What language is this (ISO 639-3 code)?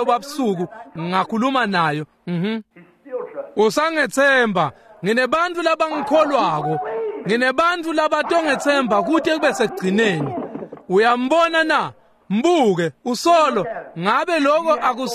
ssw